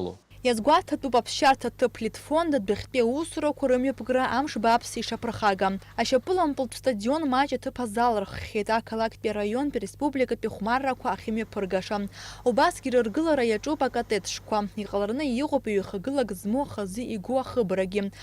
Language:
Abkhazian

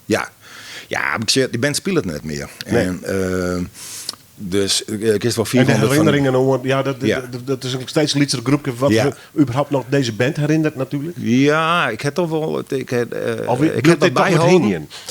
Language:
Western Frisian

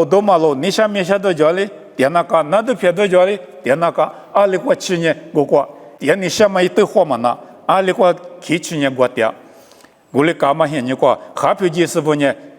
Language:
Lisu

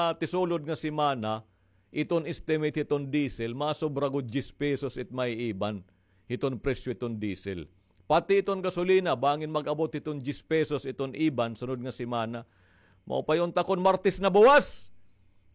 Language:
Waray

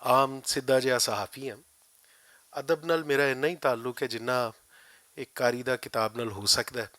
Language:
Western Panjabi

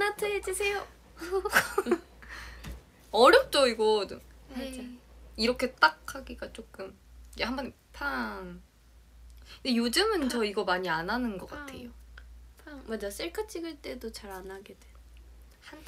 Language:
Korean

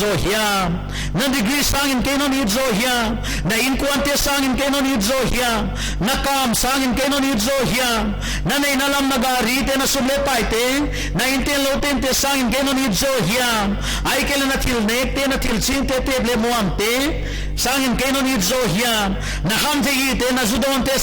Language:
Paite Chin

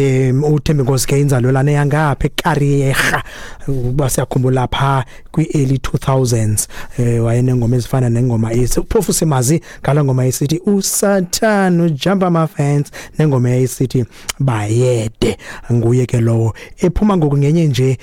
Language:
Xhosa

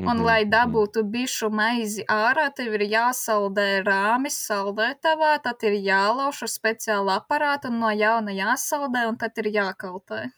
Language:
Latvian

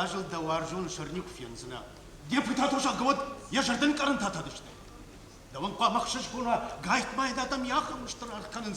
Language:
Ossetic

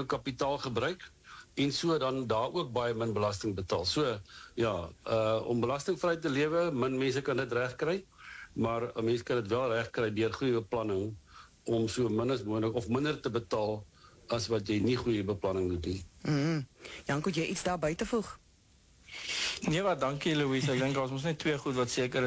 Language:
Afrikaans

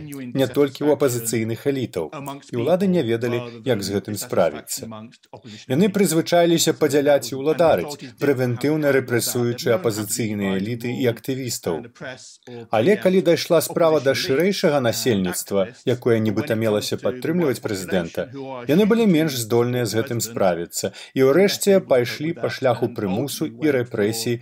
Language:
Belarusian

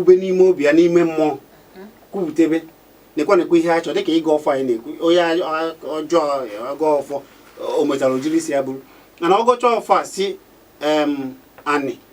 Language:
Igbo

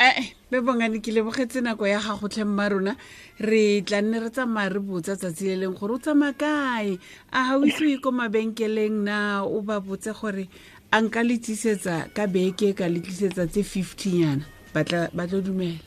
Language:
Tswana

